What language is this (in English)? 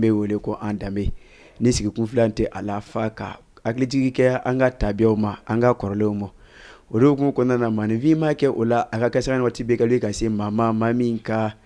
Bambara